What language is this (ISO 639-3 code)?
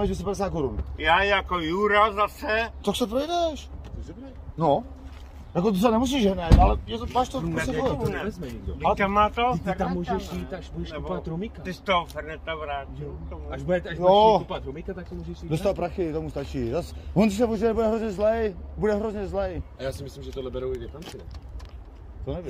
ces